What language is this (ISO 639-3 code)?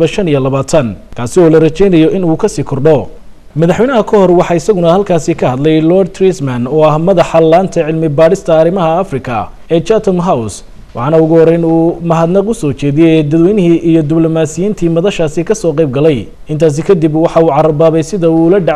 som